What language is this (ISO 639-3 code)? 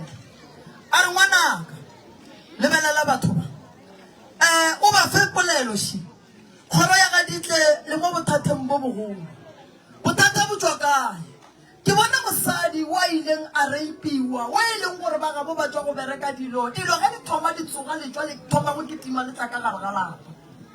nso